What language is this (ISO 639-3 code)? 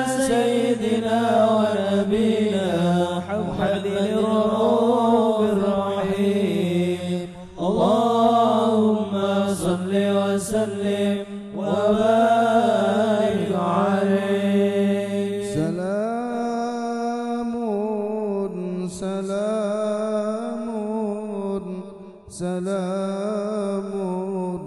ara